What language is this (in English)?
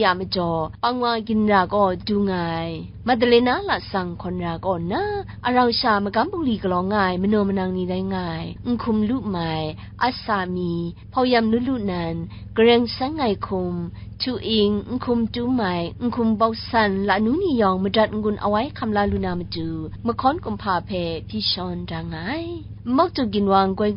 Kachin